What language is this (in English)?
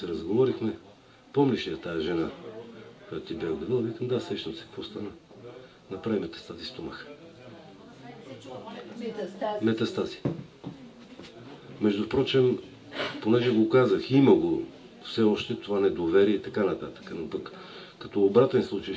Bulgarian